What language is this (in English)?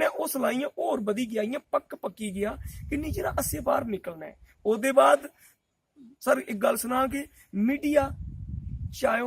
Dogri